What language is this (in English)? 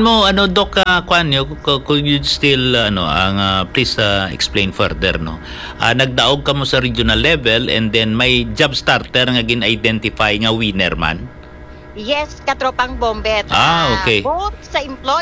Hiligaynon